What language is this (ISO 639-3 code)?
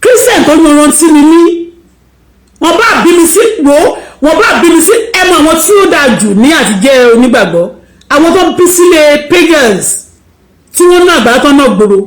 yor